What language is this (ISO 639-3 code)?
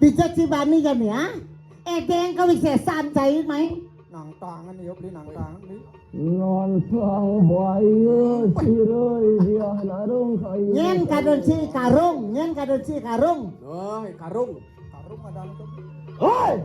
ban